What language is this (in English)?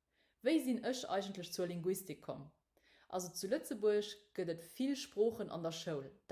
Luxembourgish